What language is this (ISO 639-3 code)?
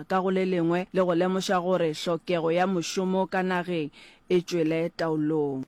nso